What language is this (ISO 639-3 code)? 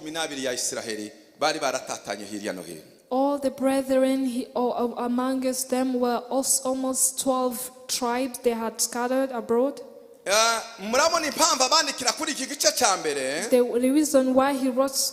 kin